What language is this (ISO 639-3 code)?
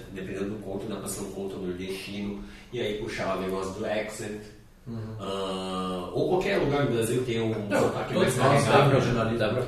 por